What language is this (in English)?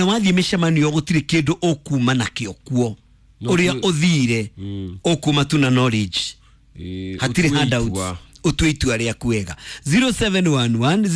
Kikuyu